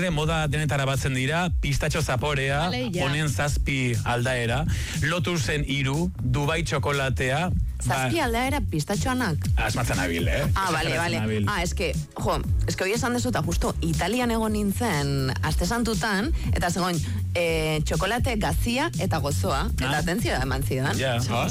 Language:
Basque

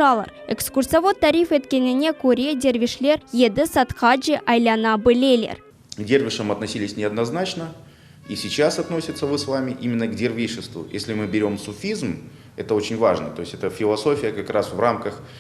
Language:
Crimean Tatar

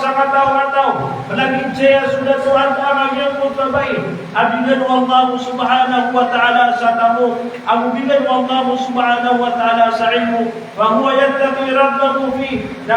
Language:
Maranao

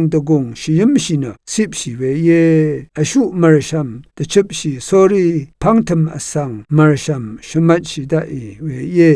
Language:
Rawang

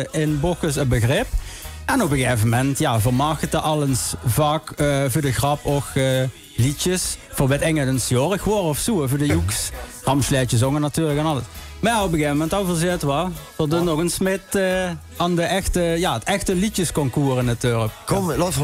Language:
Limburgish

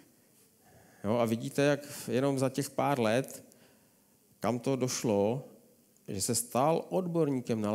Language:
Czech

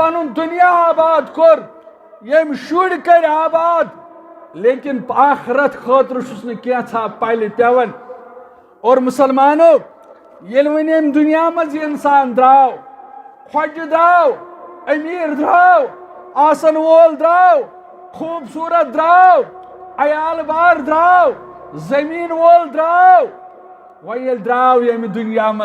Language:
Kashmiri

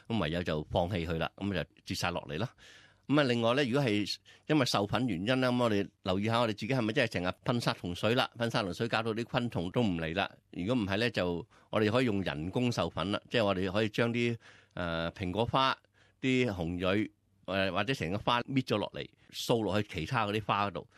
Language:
Cantonese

